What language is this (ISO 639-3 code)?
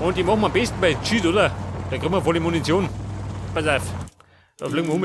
bar